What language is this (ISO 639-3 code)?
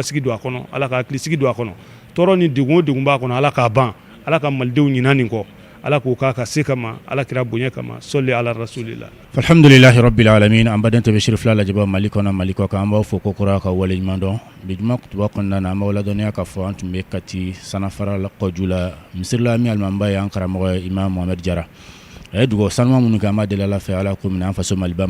bam